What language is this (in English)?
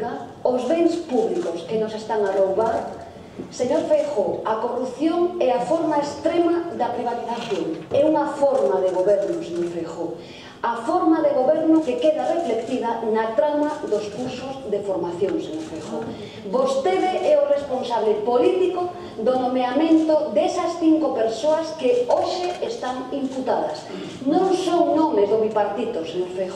Galician